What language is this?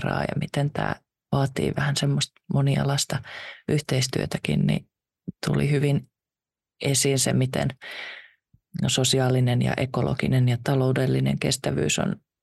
Finnish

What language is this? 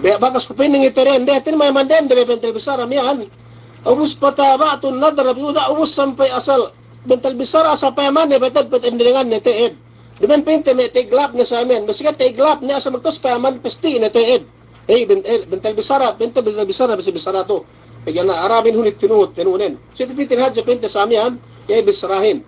Yakan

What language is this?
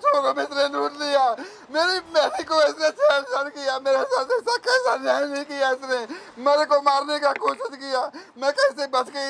Hindi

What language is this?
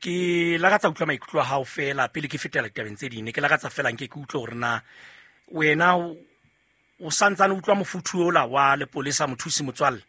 Southern Sotho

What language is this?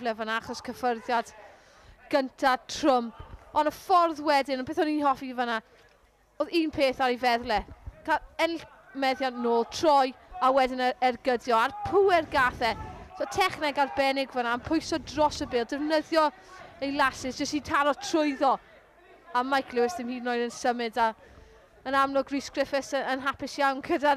Welsh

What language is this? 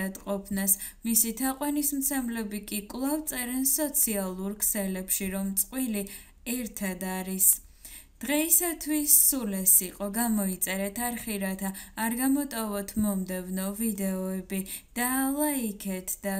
Georgian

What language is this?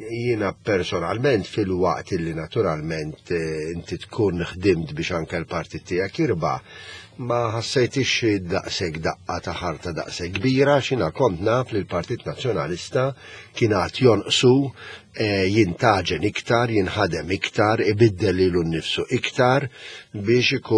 Maltese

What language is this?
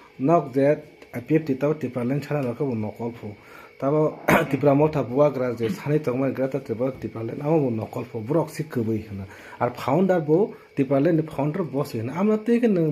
Kok Borok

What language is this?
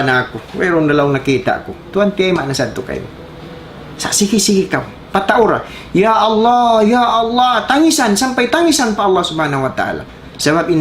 Tausug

